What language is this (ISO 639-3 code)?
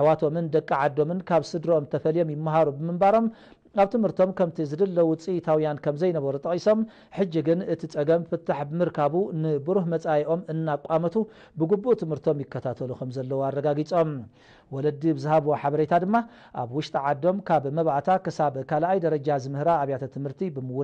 tir